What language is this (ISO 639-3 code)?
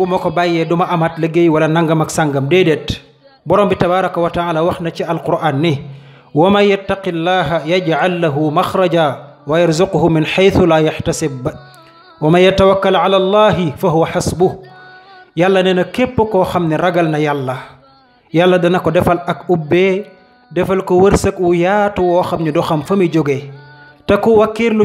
wol